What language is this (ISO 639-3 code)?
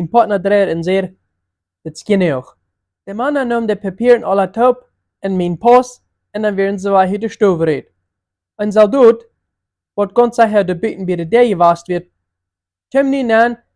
pdt